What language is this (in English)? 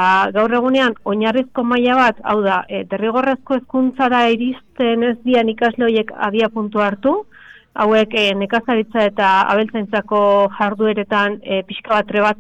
Basque